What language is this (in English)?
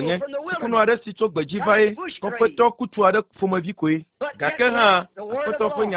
Ewe